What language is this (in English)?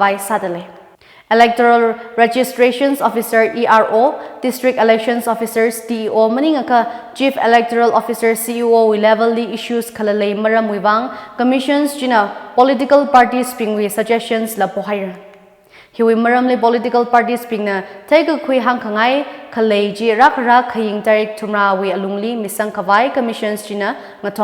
Tangkhul Naga (India)